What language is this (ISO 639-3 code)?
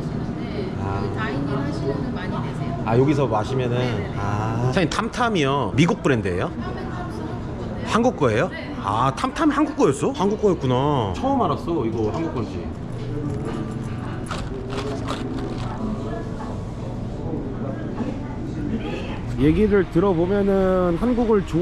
kor